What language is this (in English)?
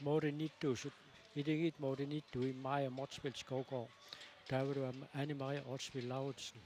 Kalaallisut